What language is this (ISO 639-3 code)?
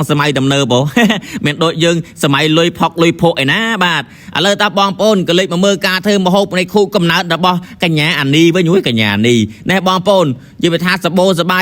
khm